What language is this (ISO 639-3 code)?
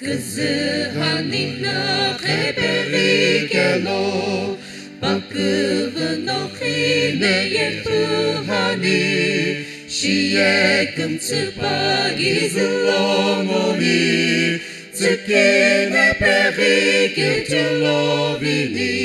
nsm